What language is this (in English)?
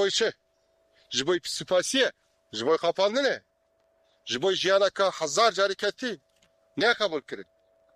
Kurdish